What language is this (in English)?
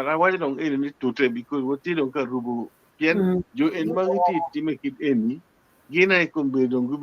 Acoli